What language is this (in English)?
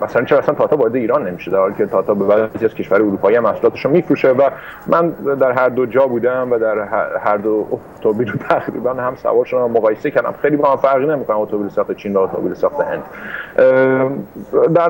Persian